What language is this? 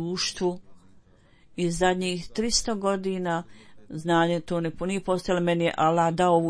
Bosnian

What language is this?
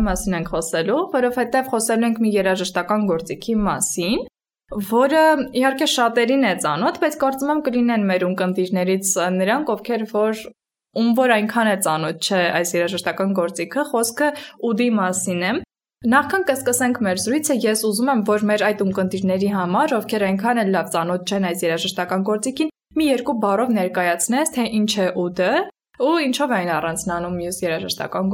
Armenian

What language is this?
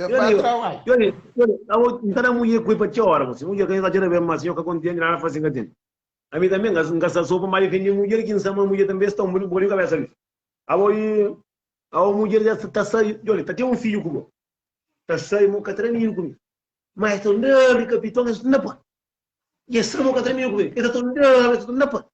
Kabuverdianu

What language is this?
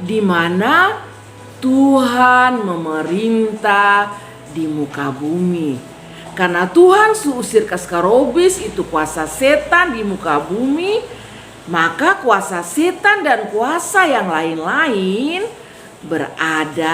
Kupang Malay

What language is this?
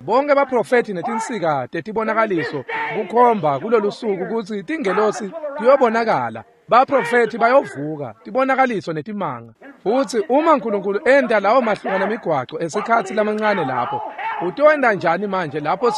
Swati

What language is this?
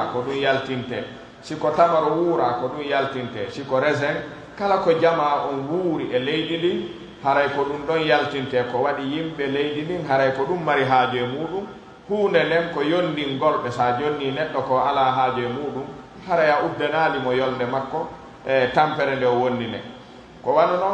Pular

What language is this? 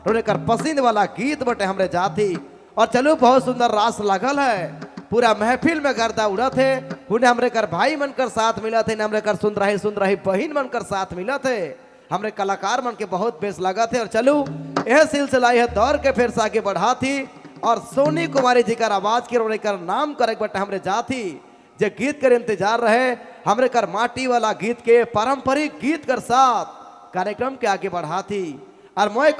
Sadri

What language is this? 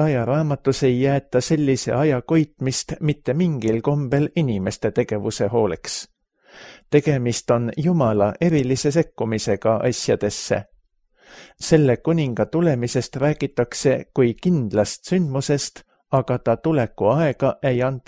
Estonian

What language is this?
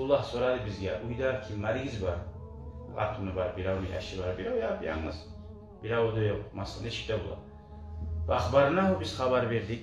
Kumyk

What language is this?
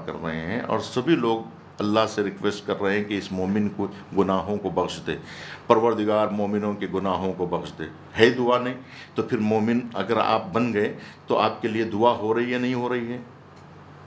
Urdu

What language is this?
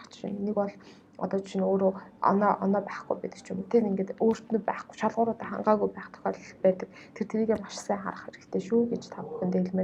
Mongolian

